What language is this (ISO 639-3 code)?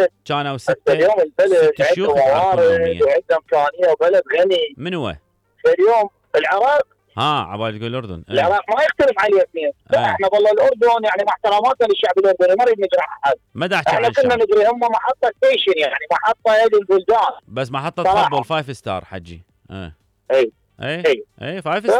acm